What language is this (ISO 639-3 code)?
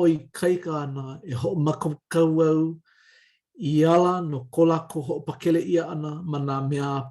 haw